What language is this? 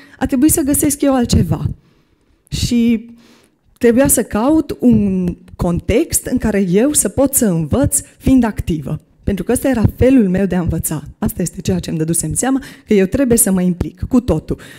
Romanian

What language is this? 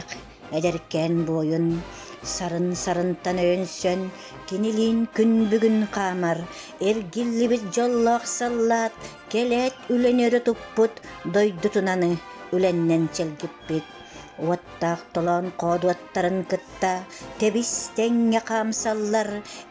Yakut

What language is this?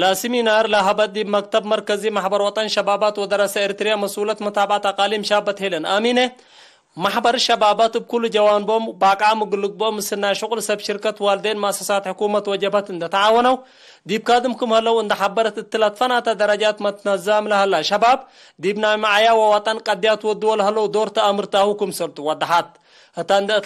Tigre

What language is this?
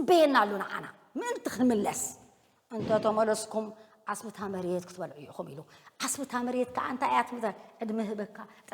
Tigrinya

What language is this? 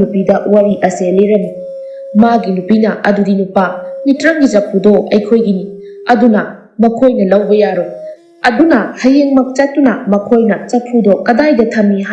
Manipuri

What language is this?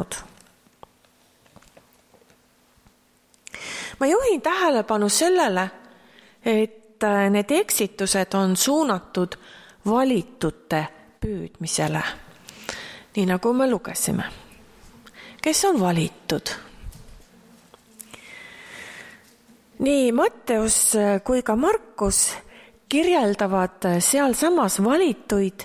Estonian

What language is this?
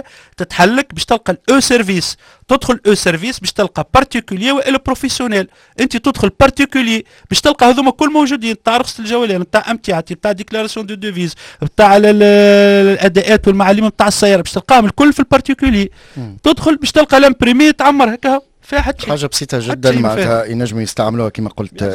Tunisian Arabic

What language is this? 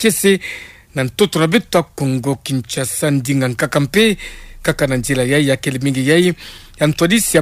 Kituba (Democratic Republic of Congo)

